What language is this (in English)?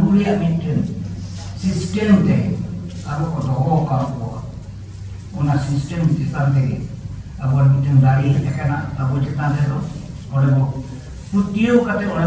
Santali